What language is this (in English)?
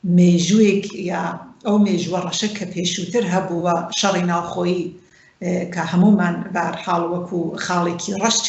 Central Kurdish